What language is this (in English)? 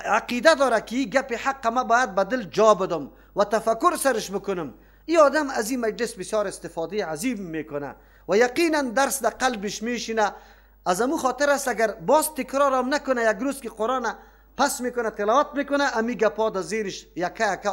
Persian